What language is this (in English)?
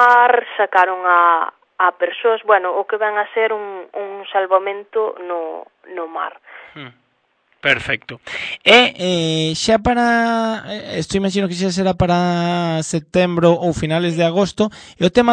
Galician